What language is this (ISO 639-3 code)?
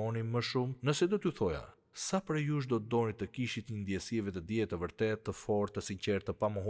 sqi